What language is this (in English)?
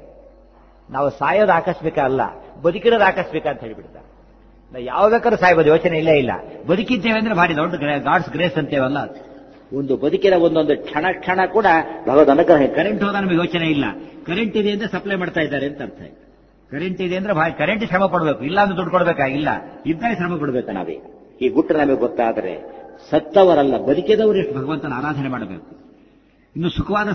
Kannada